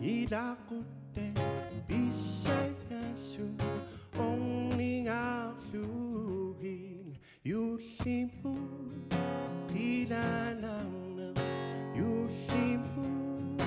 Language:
Kalaallisut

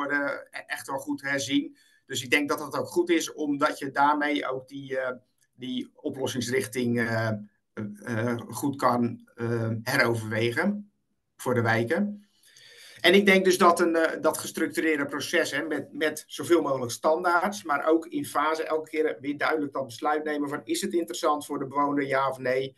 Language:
Dutch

